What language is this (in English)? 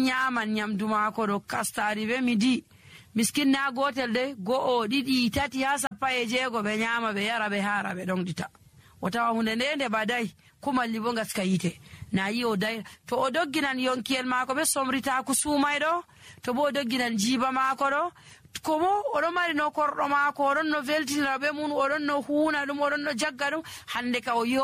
Nigerian Fulfulde